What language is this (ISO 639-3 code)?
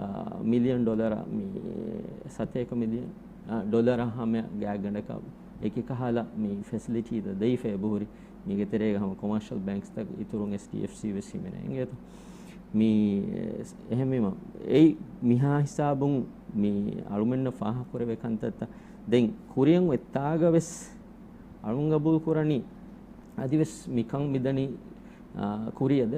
div